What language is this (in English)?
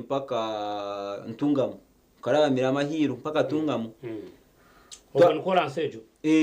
Nyankole